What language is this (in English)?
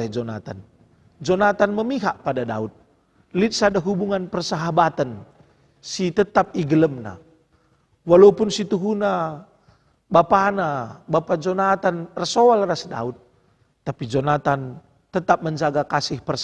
Batak Karo